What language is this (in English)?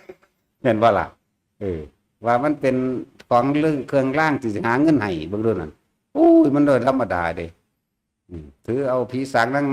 Northeastern Thai